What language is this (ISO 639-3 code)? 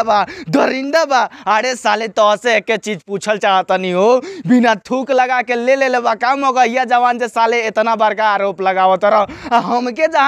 bho